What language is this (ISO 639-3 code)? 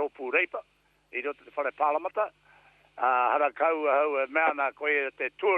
mri